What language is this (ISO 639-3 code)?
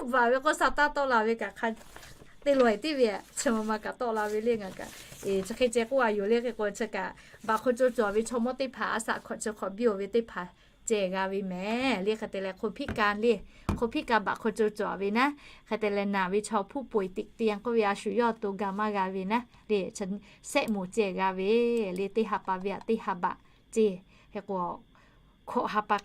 lhu